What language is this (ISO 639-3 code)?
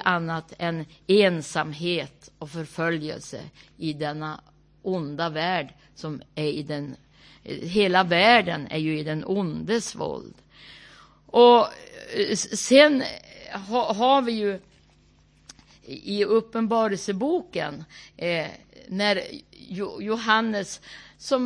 swe